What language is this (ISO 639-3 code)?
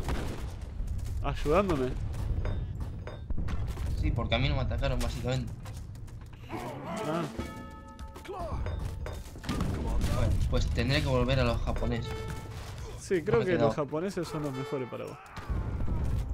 spa